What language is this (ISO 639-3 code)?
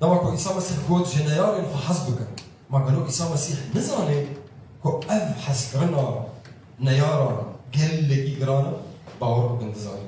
kur